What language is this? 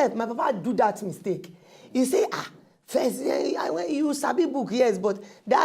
Nigerian Pidgin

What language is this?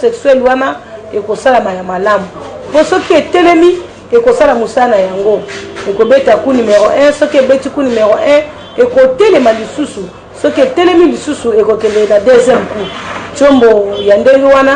Lingala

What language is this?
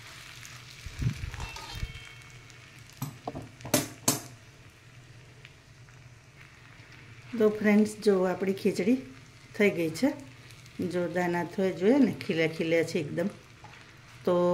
Gujarati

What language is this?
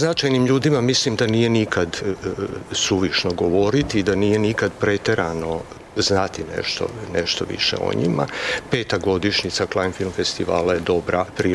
Serbian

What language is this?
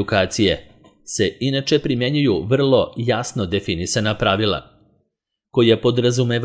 Serbian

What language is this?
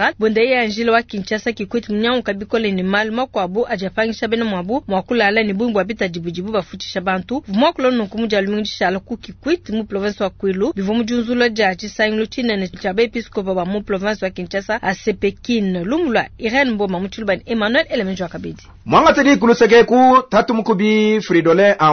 Luba-Lulua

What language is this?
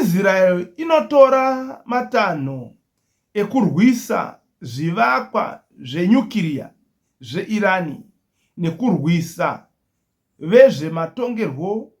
Shona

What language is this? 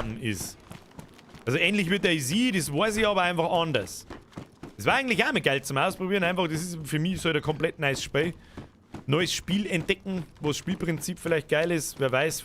Bavarian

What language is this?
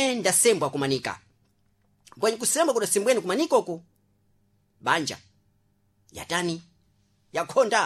Sena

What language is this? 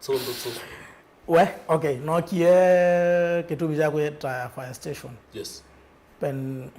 Kamba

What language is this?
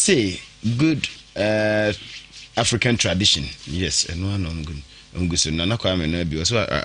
Akan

